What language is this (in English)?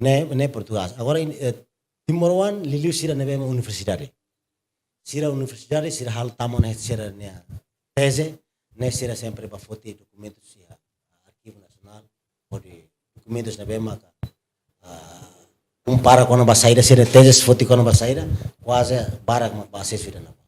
Tetum